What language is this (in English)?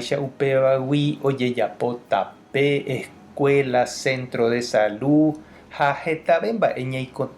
Guarani